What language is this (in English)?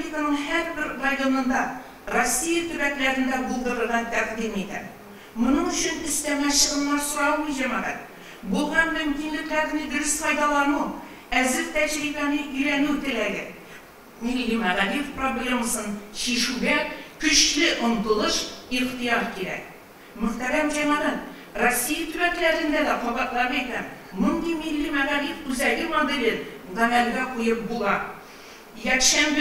Tatar